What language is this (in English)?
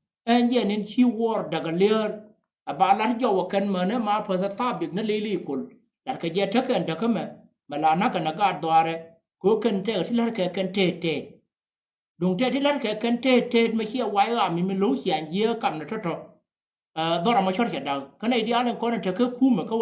Nuer